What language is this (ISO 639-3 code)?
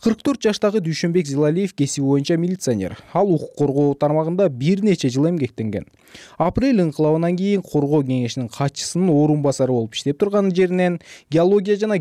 kir